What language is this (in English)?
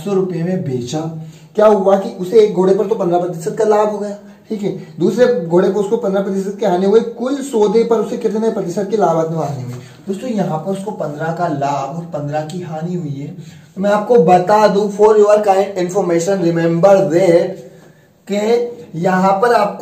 Hindi